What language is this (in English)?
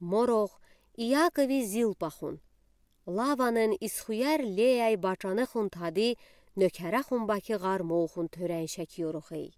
Udi